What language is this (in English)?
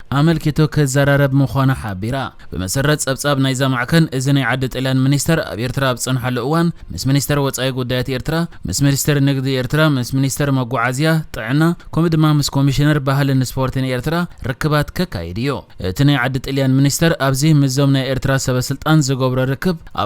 Tigrinya